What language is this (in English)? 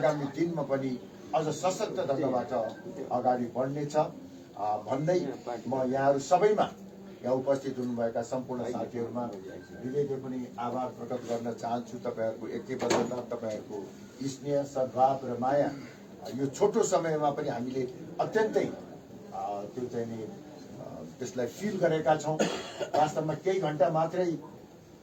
Nepali